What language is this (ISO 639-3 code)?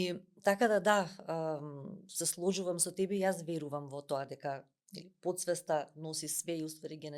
mkd